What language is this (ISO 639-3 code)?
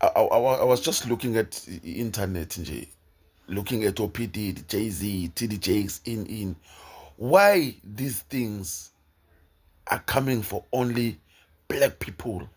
zul